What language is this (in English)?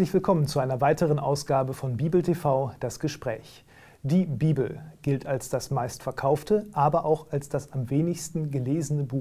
German